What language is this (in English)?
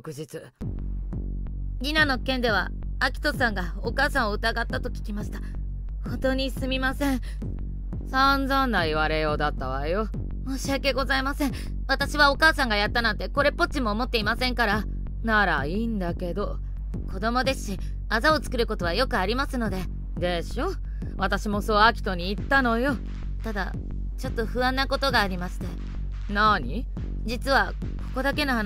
Japanese